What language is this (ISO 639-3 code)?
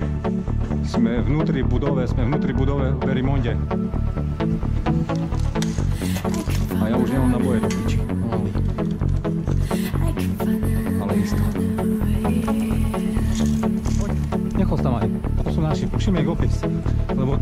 slk